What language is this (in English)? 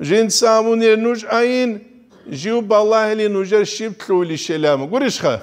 Avaric